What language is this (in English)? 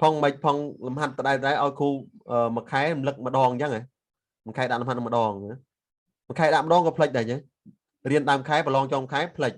Khmer